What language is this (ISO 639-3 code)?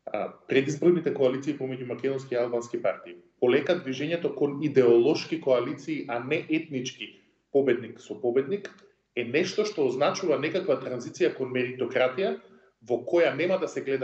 mkd